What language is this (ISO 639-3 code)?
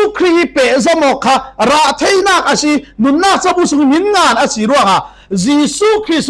cfm